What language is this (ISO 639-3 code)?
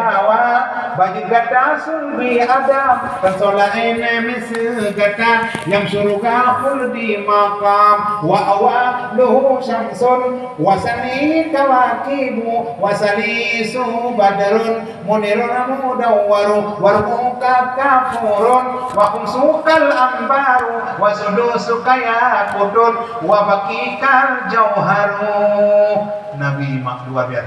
ace